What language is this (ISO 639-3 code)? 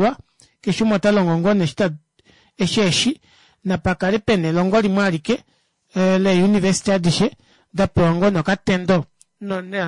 kua